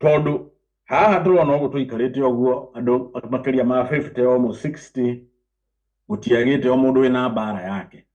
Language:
Kikuyu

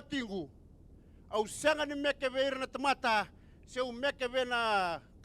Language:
Fijian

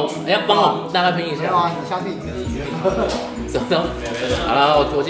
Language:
Chinese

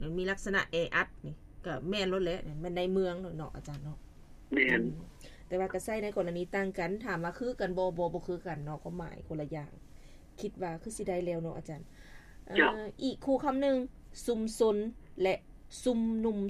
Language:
Lao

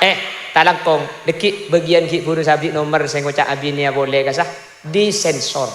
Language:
Madurese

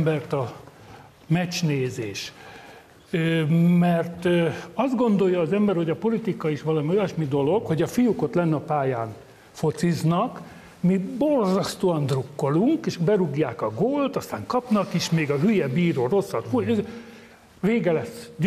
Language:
Hungarian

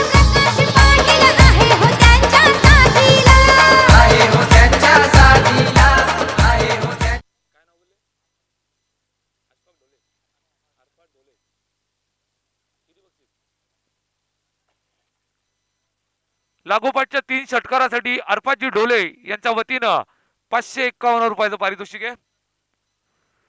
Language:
Marathi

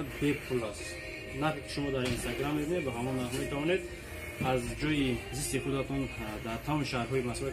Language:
Tajik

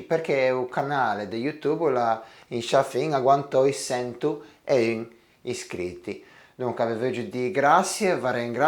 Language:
Ligurian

